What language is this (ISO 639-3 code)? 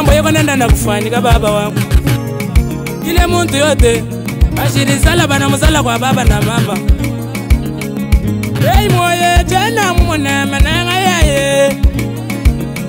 lua